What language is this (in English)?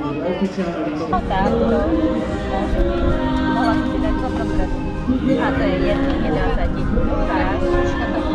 Slovak